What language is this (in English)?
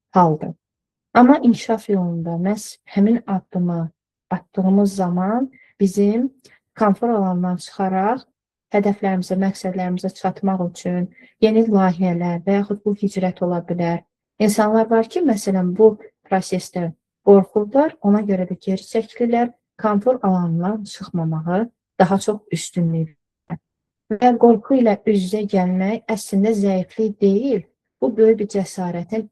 Azerbaijani